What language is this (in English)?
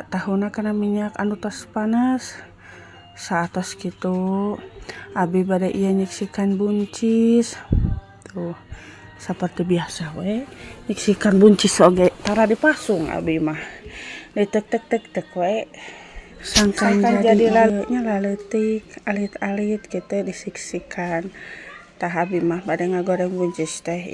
Sundanese